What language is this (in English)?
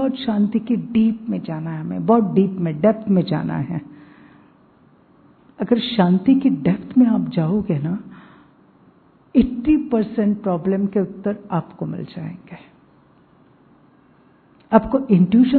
Hindi